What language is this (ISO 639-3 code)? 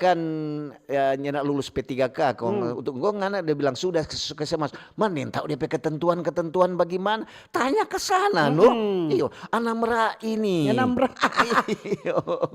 xmm